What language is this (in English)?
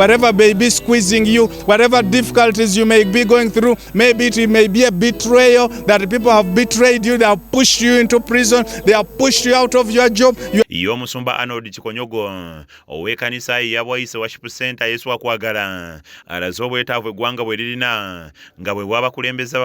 Ganda